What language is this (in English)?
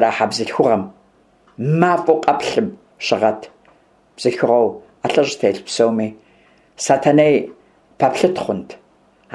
Kabardian